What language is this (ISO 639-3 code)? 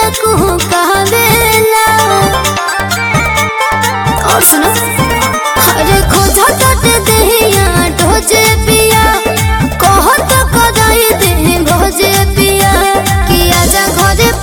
bho